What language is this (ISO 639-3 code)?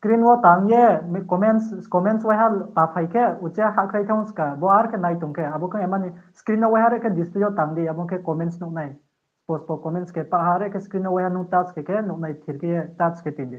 ria